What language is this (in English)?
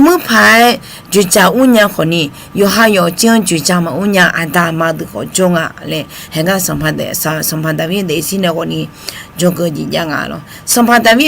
Akha